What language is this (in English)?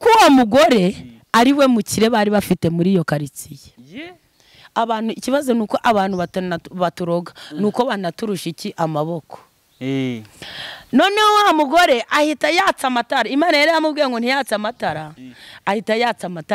Kinyarwanda